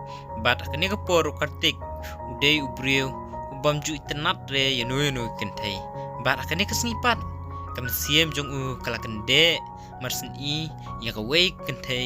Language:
Khasi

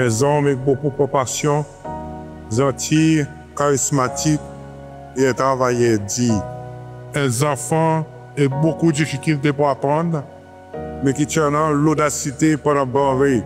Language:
Seselwa Creole French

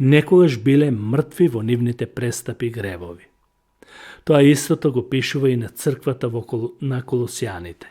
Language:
Macedonian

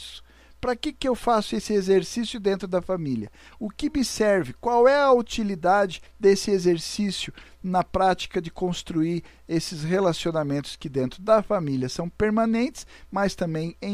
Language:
Portuguese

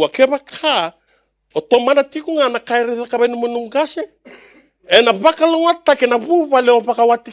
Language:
Fijian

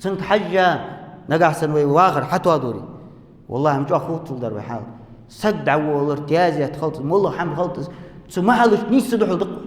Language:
Ingush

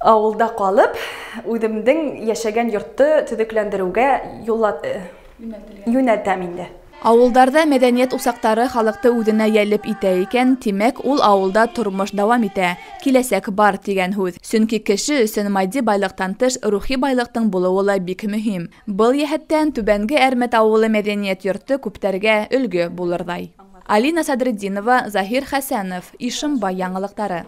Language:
Bashkir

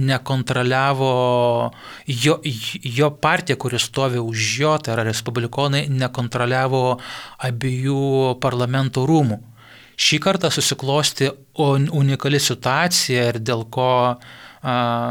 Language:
Lithuanian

